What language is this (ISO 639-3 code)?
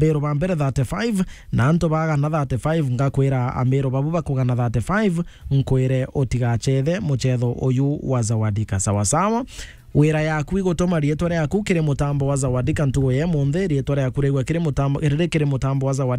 mer